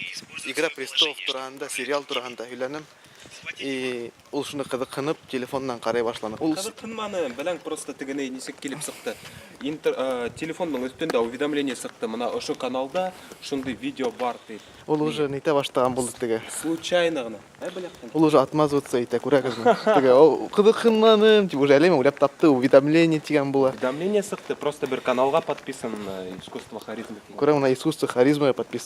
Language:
Bashkir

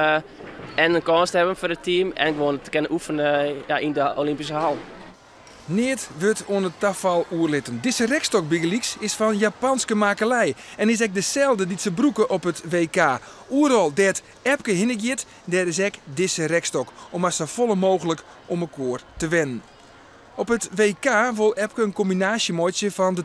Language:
Western Frisian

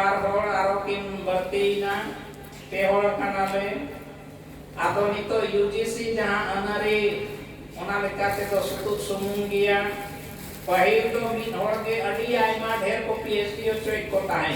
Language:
Santali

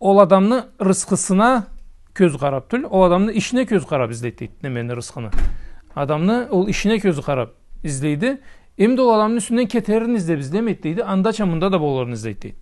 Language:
Karachay-Balkar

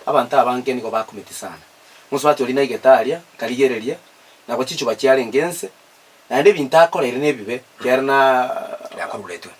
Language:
Gusii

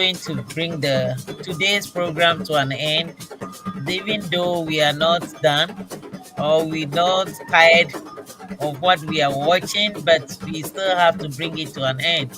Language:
Ewe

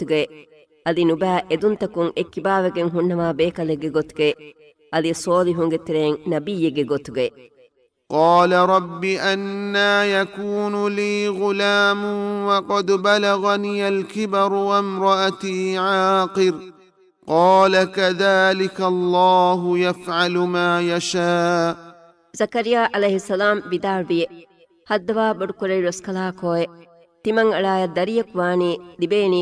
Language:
Divehi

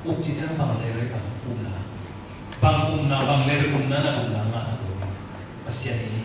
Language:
Tedim Chin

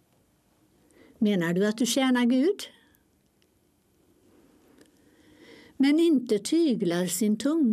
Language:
Swedish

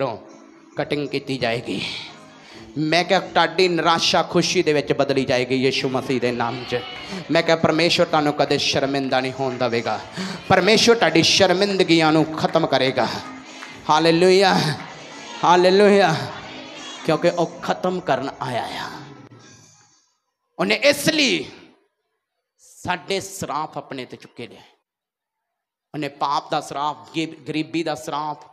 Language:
Punjabi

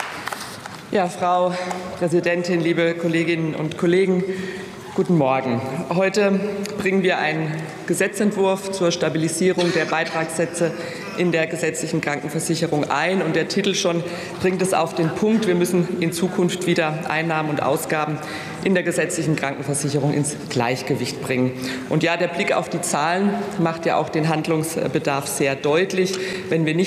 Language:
German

